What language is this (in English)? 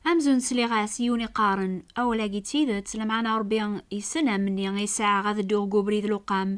Kabyle